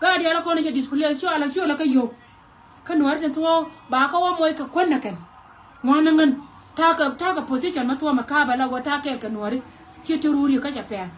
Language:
Nuer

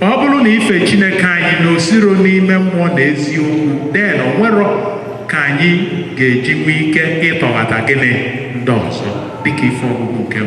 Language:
Igbo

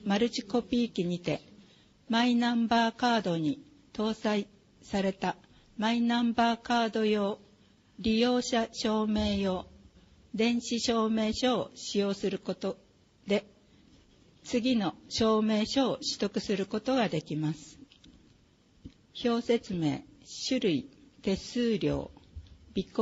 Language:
Japanese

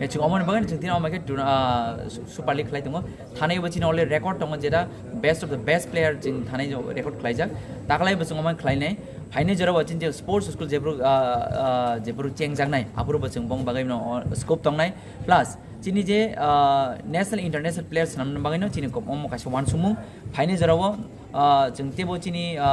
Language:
Kok Borok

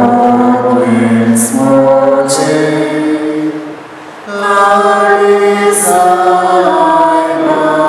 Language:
Konkani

